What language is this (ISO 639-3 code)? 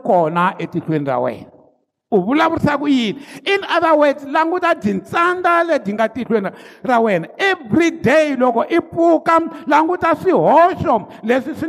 tso